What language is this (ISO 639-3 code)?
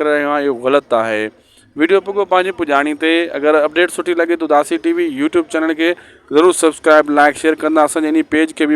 snd